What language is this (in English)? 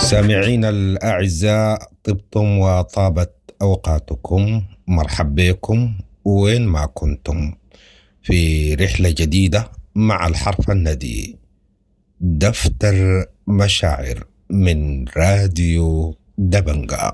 Sudanese Arabic